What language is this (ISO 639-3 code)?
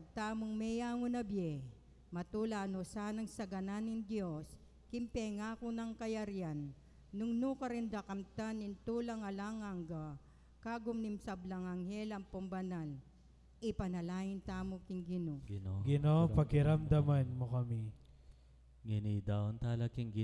pam